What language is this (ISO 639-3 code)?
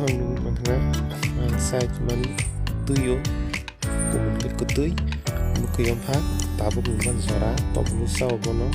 trp